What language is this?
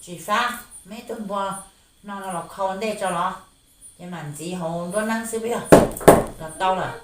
Hmong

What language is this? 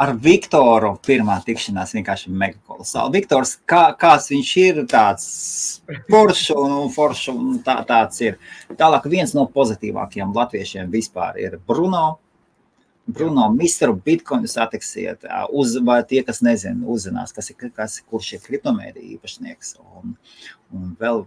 Latvian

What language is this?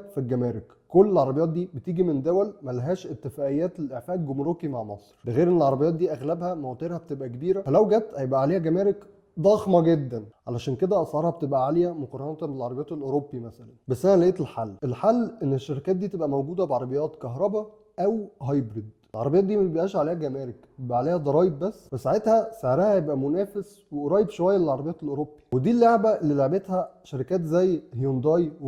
Egyptian Arabic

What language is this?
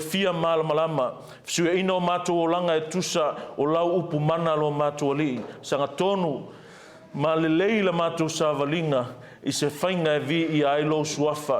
Samoan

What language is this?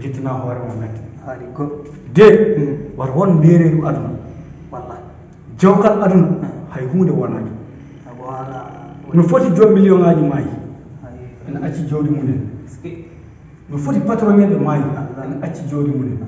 Fula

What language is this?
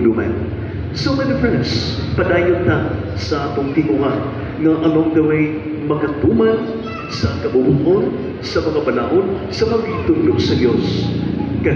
Cebuano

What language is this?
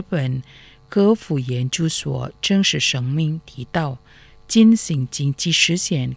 Chinese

